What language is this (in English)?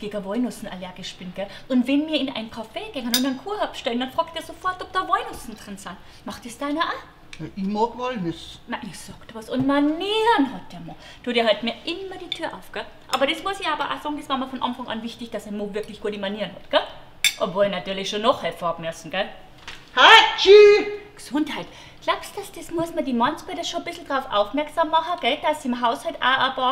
Bavarian